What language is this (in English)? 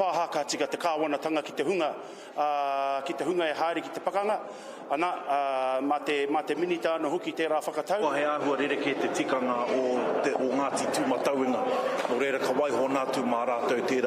Māori